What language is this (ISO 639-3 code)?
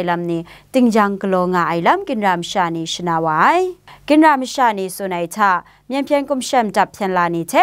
kac